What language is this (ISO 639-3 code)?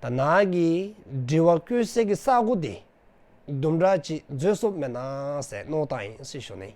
dzo